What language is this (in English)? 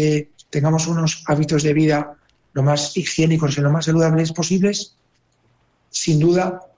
Spanish